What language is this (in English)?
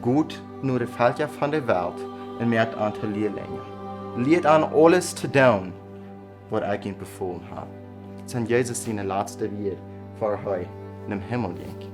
Plautdietsch